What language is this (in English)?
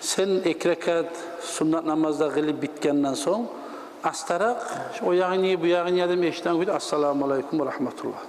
Kumyk